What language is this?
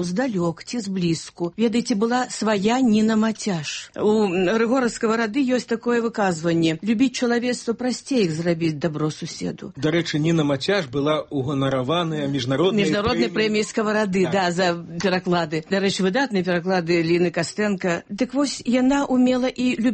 Belarusian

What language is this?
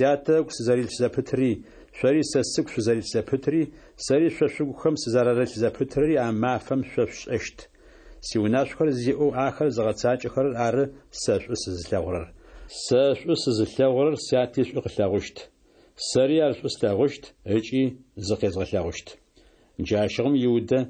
Adyghe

